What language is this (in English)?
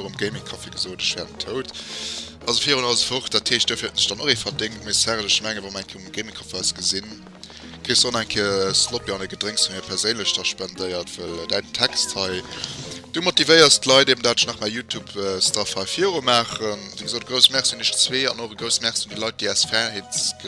Luxembourgish